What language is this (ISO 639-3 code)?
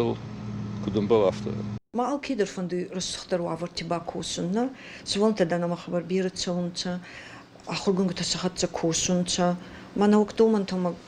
oss